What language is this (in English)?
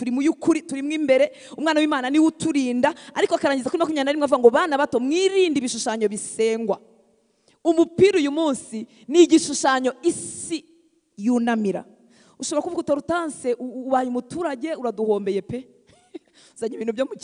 Kinyarwanda